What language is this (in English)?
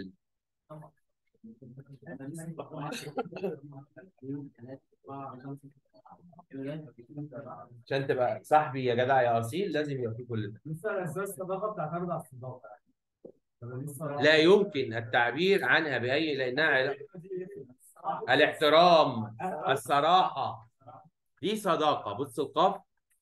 Egyptian Arabic